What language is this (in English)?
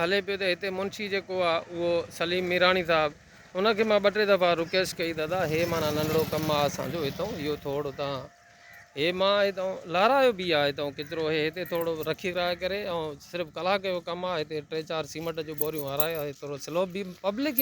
Sindhi